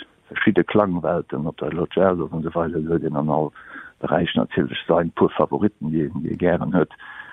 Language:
Luxembourgish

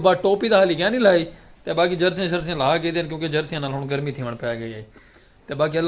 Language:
Saraiki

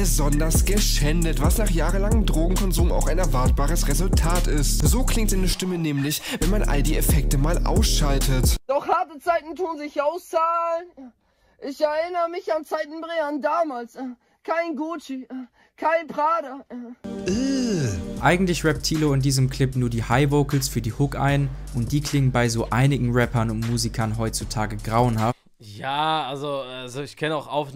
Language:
German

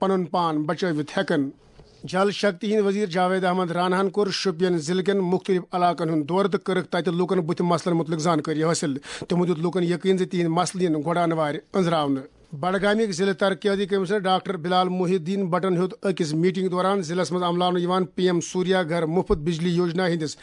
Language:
Kashmiri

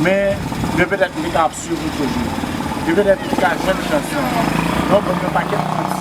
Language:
Haitian Creole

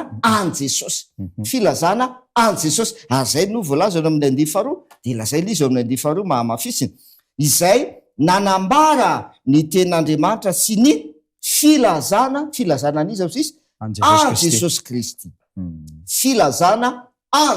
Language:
Malagasy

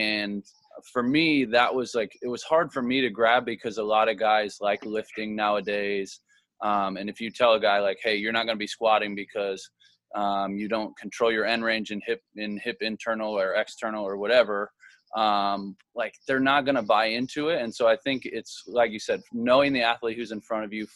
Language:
English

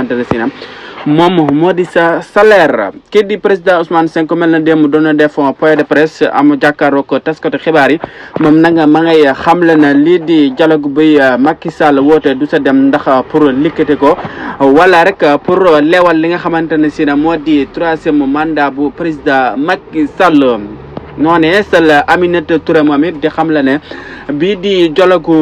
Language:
Wolof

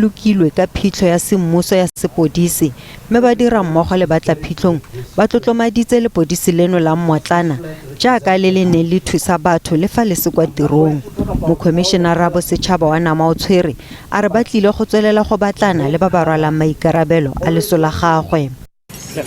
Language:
Tswana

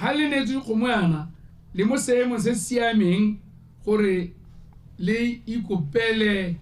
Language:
Tswana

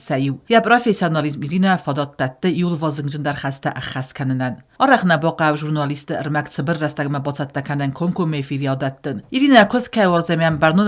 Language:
Ossetic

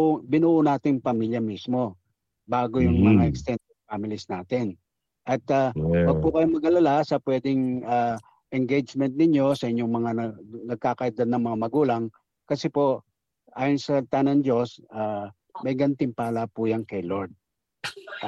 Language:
Filipino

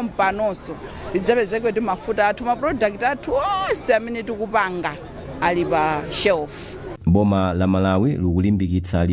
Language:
Nyanja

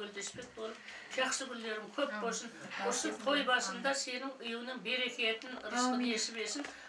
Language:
Kara-Kalpak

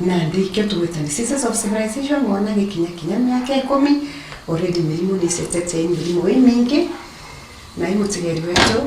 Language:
Meru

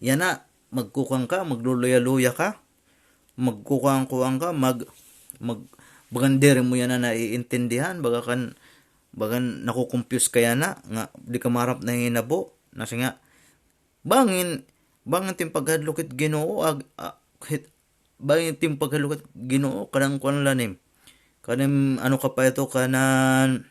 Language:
Waray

